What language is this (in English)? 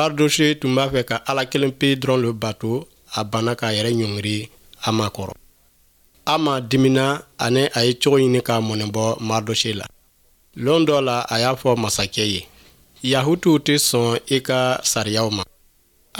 Bambara